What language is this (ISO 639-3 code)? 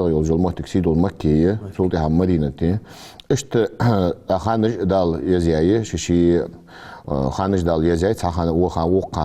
inh